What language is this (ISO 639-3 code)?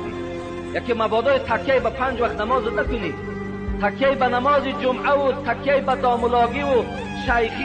tgk